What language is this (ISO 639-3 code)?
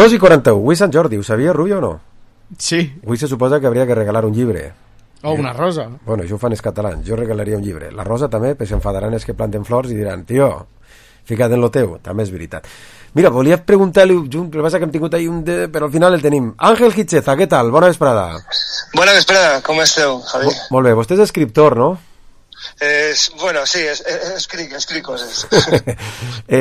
cat